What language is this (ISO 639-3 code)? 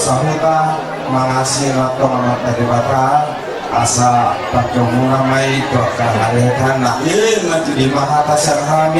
bbc